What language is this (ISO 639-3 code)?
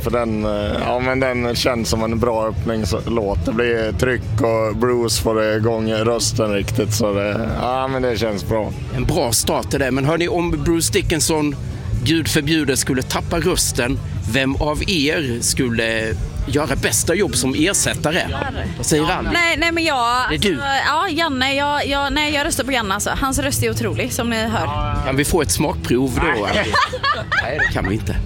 swe